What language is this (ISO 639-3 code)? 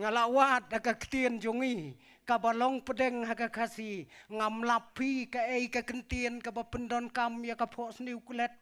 kha